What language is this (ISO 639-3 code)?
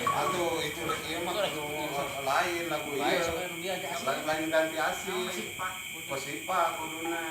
sun